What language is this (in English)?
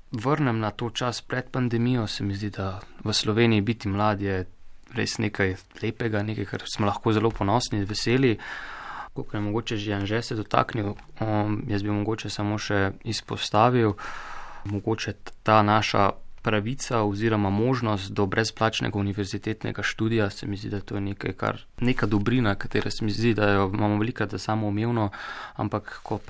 Slovenian